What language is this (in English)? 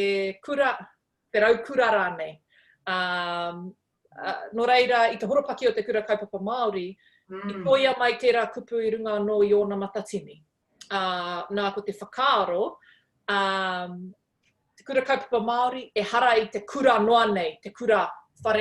Māori